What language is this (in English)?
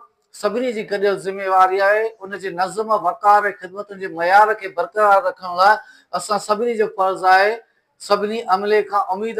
Sindhi